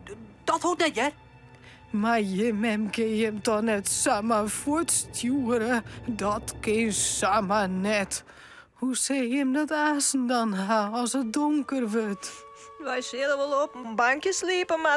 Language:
Western Frisian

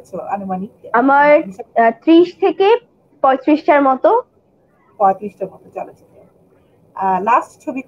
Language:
Bangla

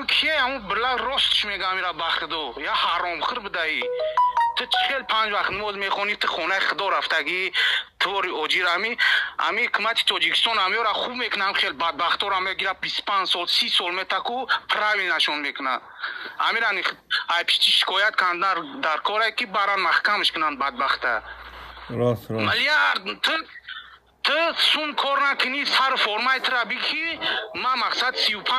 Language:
Tajik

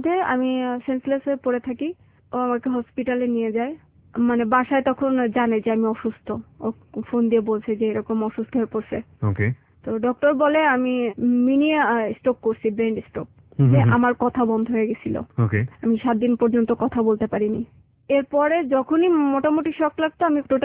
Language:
Bangla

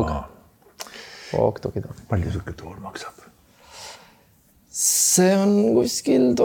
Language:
Estonian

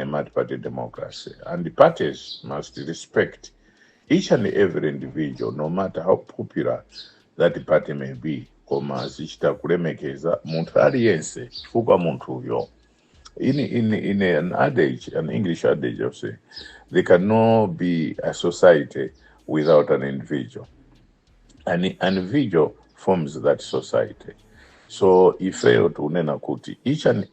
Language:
Nyanja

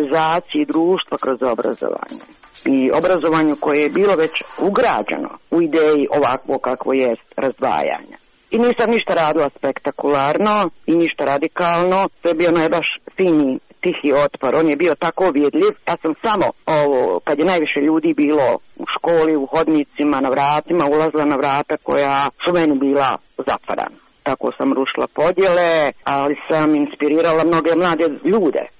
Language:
Croatian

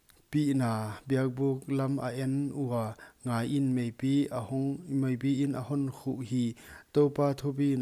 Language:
Paite Chin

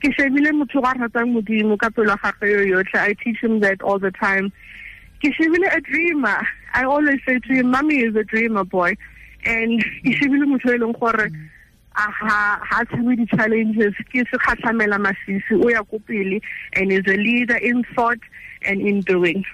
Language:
Tswana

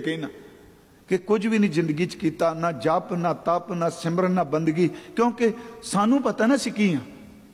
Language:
Punjabi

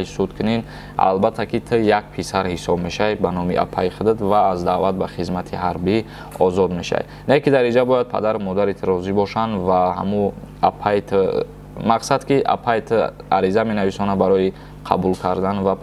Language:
Tajik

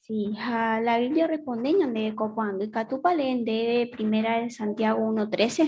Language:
Guarani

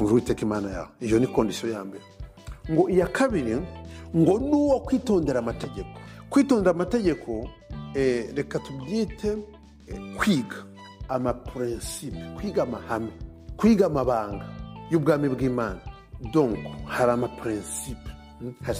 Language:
Kinyarwanda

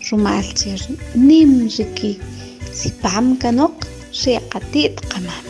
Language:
Kʼicheʼ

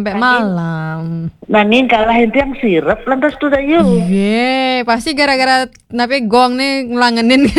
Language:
Balinese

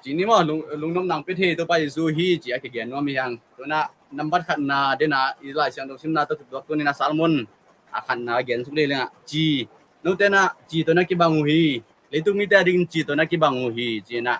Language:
Tedim Chin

